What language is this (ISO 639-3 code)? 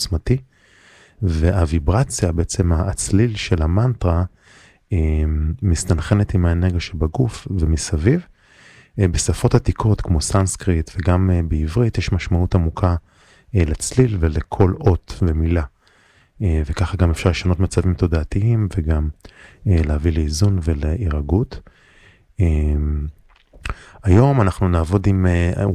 heb